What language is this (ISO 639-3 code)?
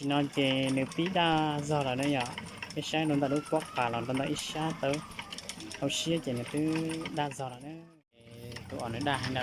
hmn